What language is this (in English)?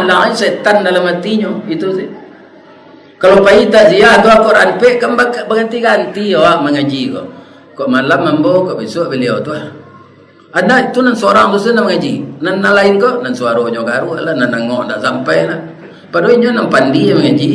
Minangkabau